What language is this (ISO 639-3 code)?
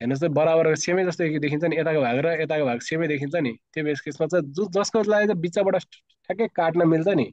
nep